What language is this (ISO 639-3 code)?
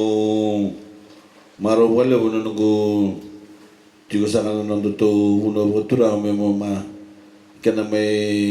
fij